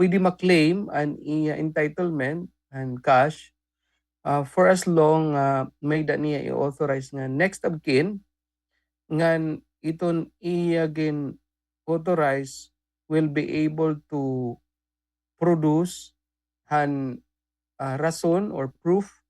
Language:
Waray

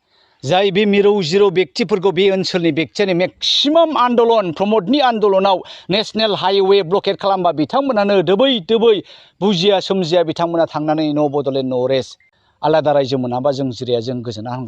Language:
Bodo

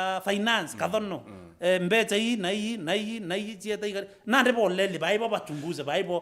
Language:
Meru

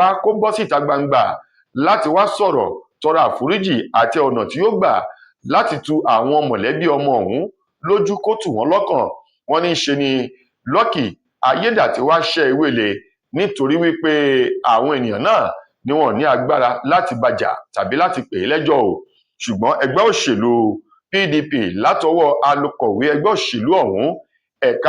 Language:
Yoruba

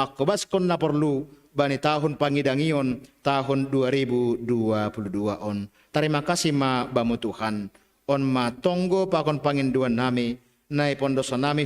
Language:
Batak Simalungun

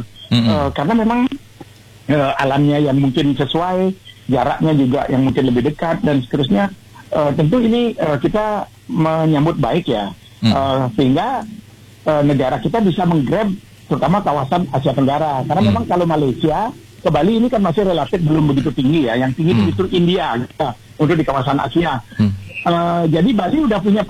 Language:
Indonesian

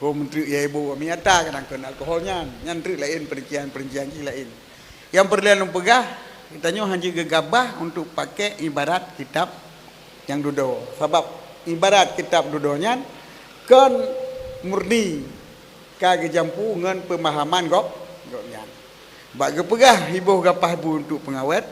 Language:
Achinese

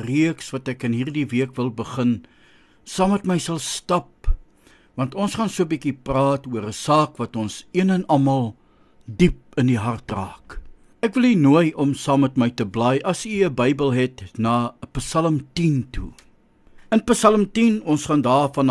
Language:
Afrikaans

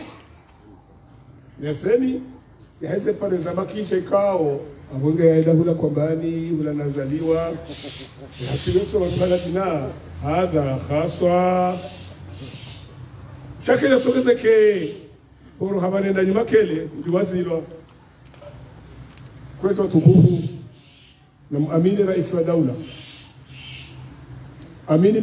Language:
Swahili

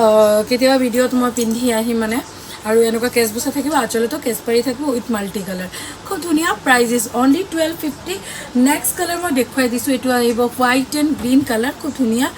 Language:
Assamese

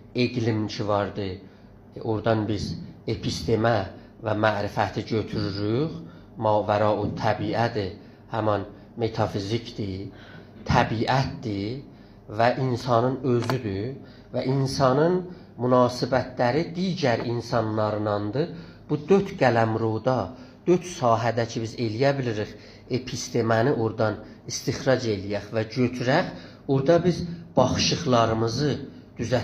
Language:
South Azerbaijani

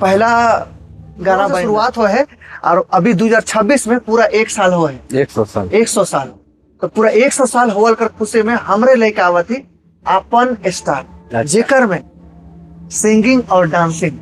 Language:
Sadri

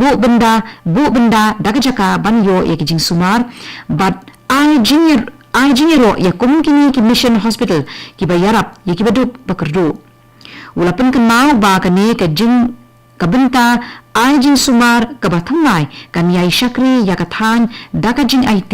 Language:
Khasi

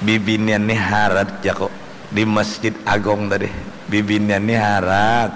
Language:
Banjar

